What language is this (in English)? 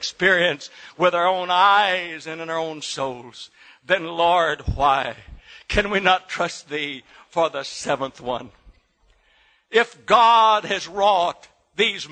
English